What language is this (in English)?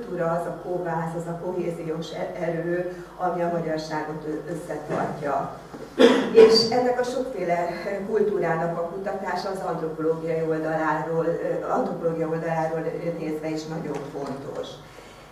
Hungarian